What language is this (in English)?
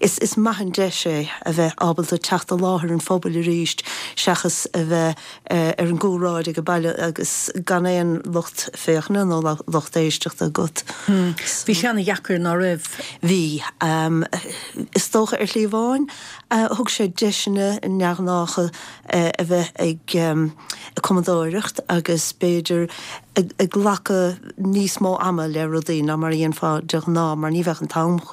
Irish